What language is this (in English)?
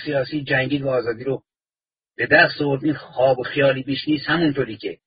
Persian